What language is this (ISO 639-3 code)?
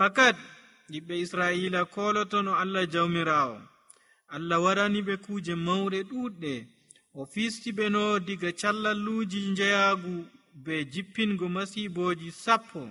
fuv